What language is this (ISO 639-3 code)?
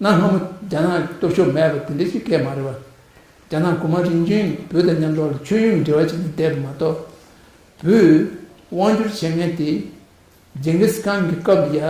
bod